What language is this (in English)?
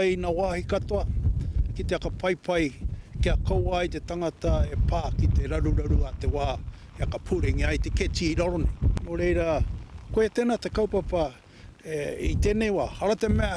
Māori